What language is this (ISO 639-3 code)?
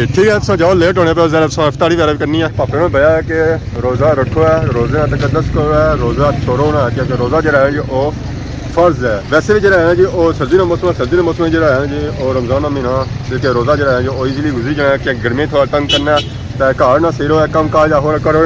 phr